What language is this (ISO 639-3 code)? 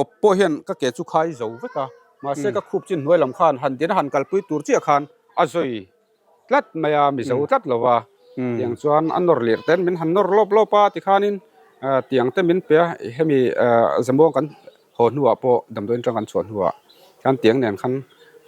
lus